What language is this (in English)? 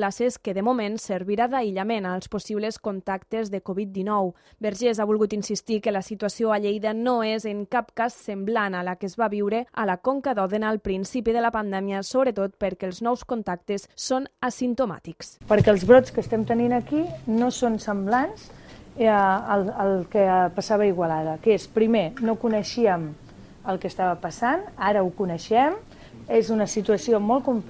Catalan